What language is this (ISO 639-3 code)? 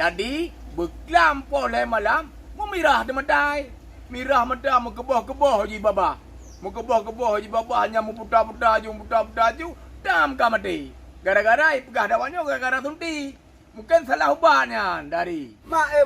ace